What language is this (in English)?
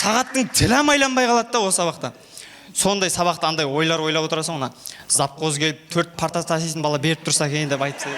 Kara-Kalpak